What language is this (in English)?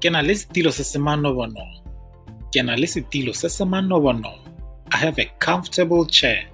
Tswana